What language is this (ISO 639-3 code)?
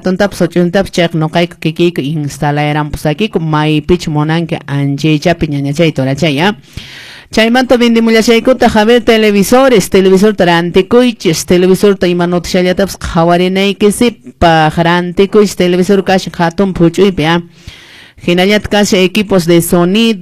que